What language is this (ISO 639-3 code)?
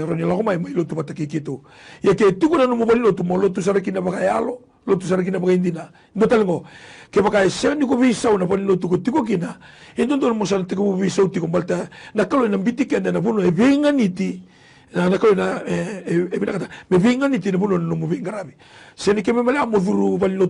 fij